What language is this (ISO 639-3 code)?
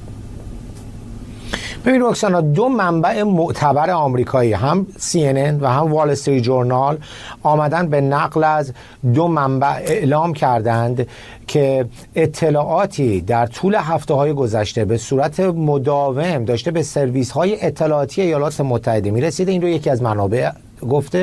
fas